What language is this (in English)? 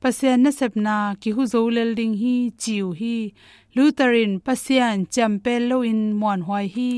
Tedim Chin